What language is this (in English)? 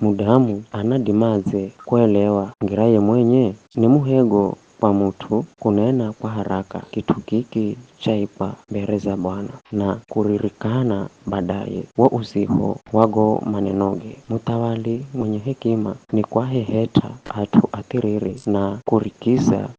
Giryama